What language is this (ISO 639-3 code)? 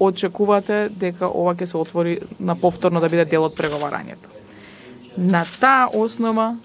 mkd